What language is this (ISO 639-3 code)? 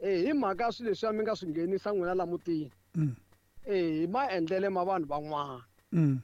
tso